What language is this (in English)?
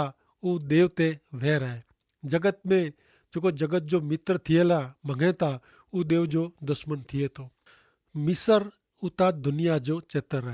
Kachhi